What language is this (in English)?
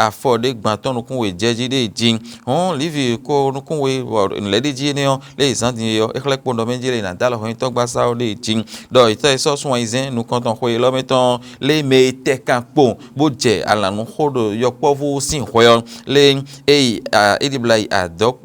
Fon